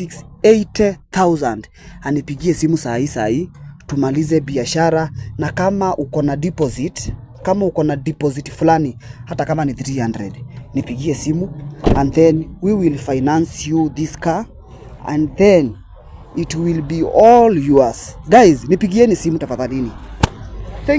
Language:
Swahili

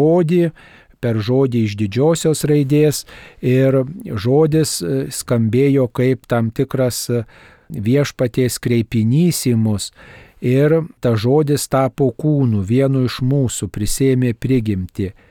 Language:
Lithuanian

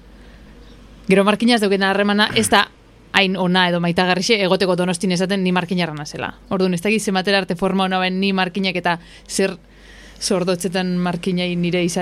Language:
Basque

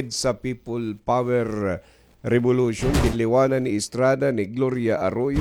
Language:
Waray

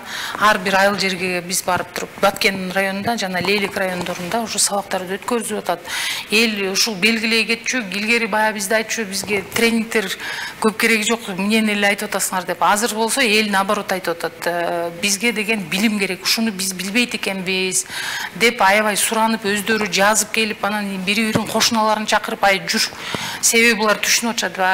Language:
Kyrgyz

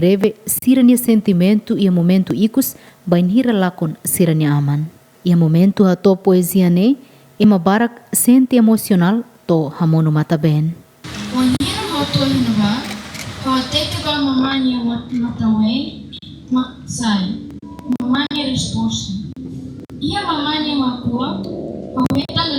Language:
Tetum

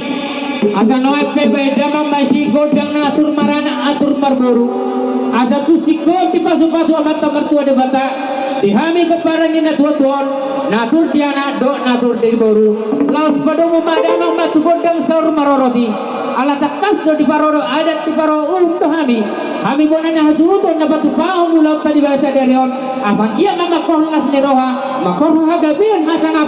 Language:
Batak Toba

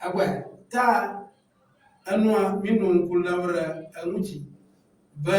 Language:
Ewe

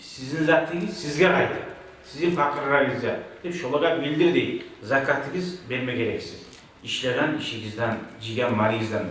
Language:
Kumyk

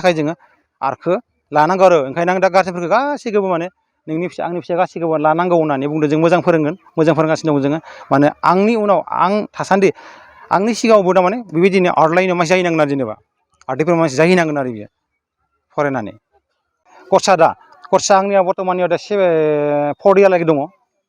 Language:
Bodo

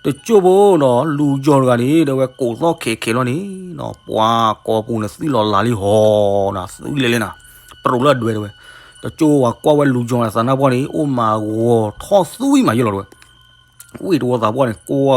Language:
S'gaw Karen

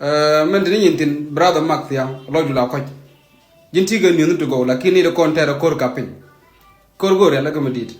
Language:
Nuer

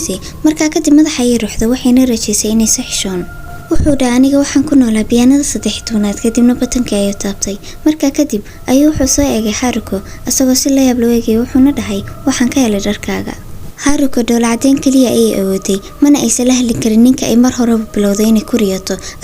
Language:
Somali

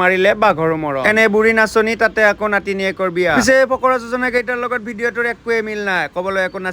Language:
Assamese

